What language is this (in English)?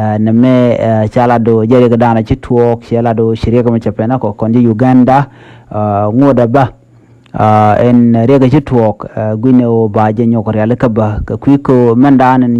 Nuer